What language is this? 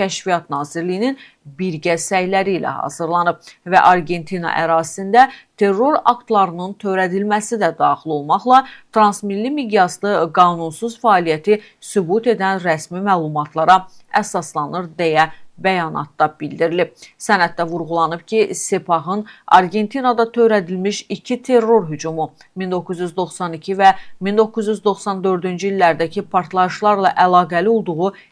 Azerbaijani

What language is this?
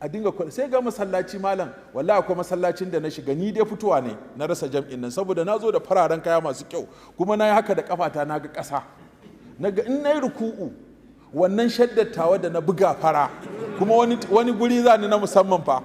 Hausa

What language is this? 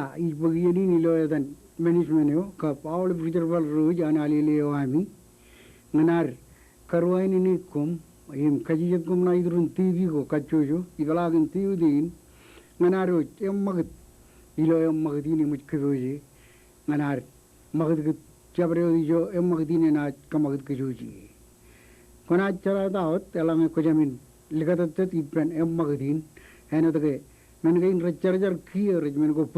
Marshallese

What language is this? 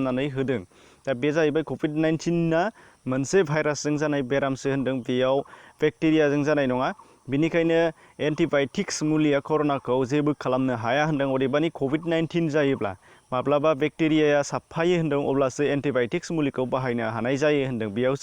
Bodo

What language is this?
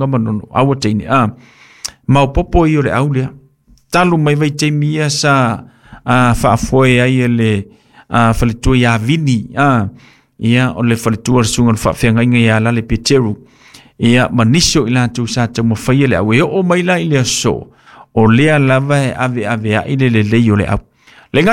Samoan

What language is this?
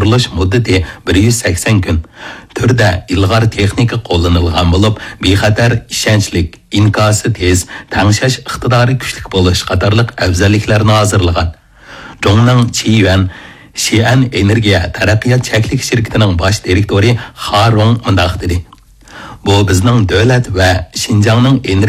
Uyghur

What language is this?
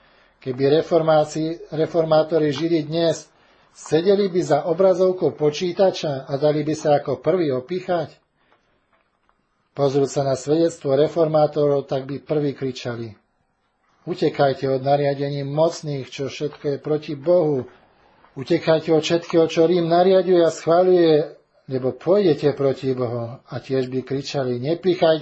Slovak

